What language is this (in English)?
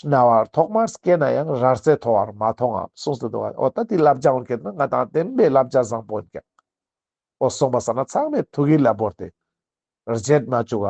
Ladakhi